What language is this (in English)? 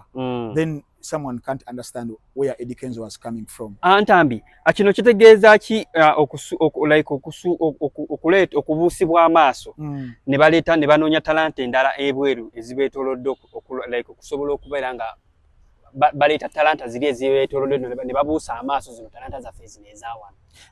Ganda